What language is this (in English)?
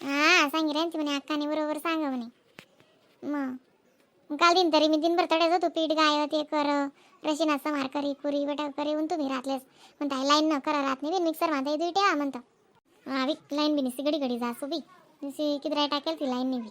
Khandesi